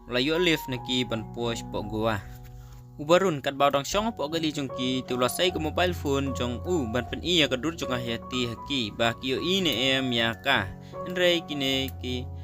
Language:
Khasi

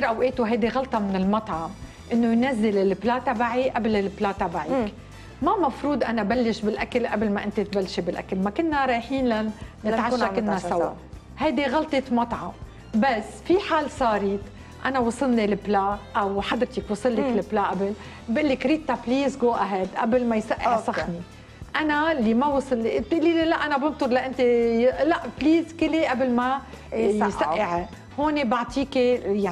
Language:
North Levantine Arabic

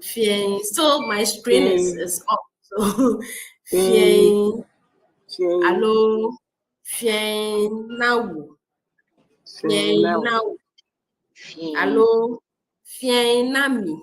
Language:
Ewe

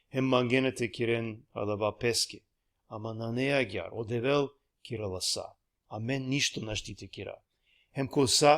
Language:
Balkan Romani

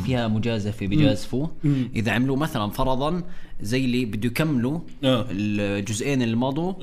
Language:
North Levantine Arabic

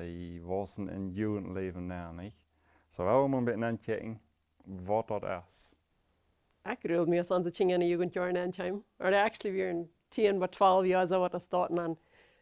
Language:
Plautdietsch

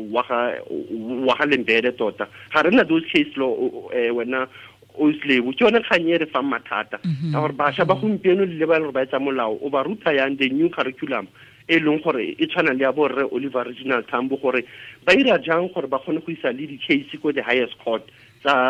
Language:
Tswana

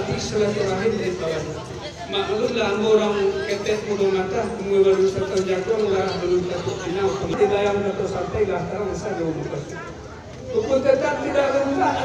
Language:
Minangkabau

